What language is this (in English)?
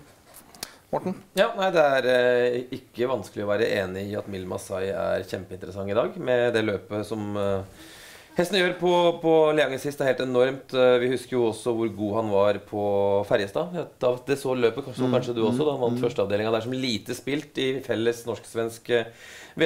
Norwegian